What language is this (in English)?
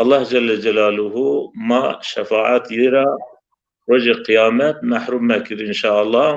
Zaza